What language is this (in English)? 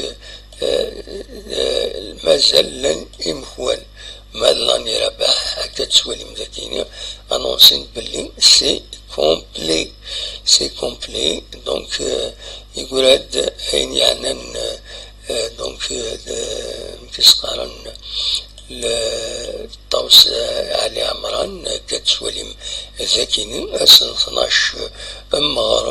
Kabyle